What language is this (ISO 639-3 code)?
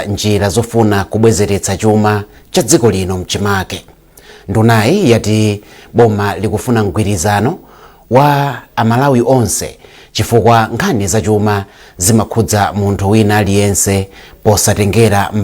nya